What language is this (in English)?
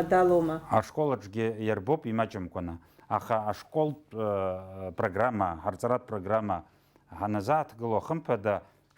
Abkhazian